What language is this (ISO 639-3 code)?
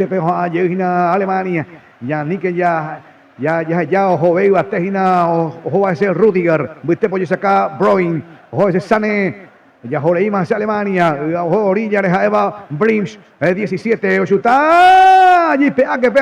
grn